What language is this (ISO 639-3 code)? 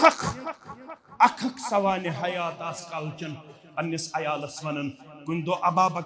kas